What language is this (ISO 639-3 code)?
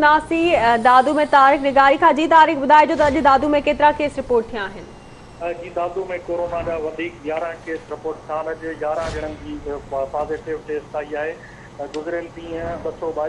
snd